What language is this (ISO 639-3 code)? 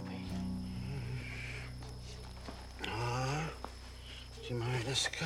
ces